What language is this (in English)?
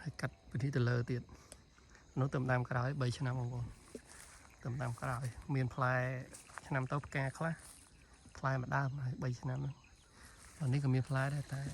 Khmer